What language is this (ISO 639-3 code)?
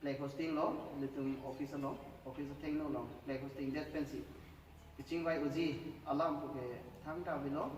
mjw